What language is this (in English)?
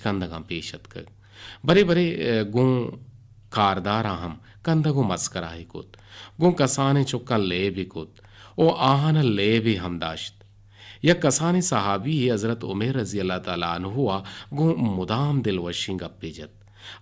Eastern Balochi